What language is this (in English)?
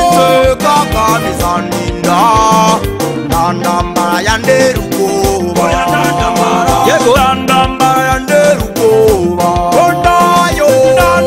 Kinyarwanda